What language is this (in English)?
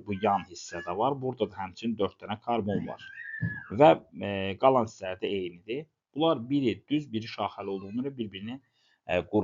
Azerbaijani